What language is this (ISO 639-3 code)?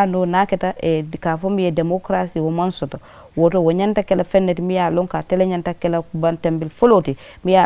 man